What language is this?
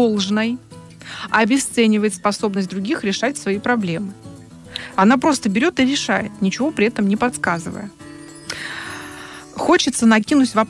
Russian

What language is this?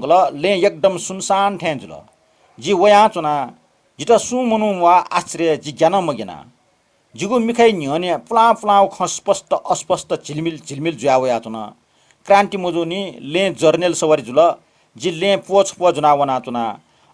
Newari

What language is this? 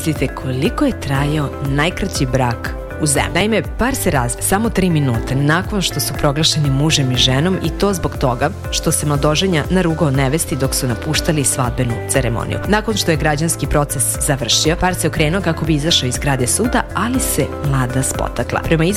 Serbian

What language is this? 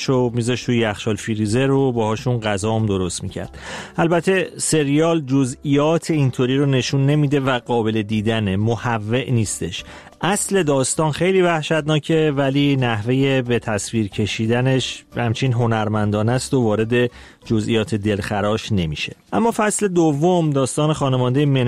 Persian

